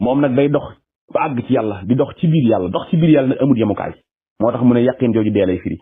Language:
Wolof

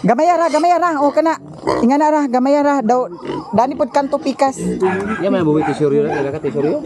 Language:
Cebuano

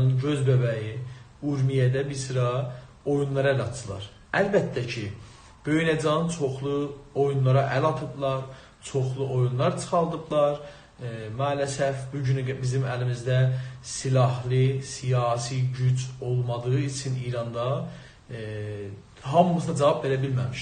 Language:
South Azerbaijani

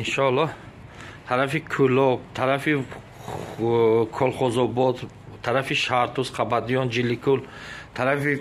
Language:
Tajik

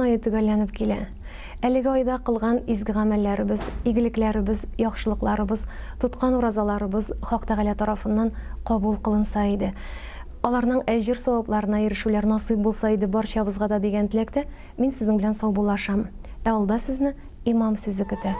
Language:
Tatar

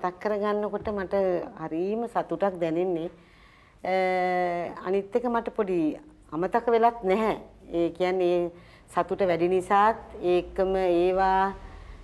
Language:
Sinhala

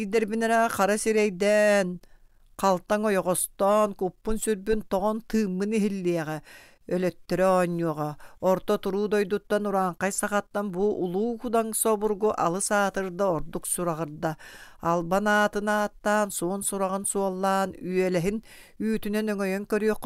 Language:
Yakut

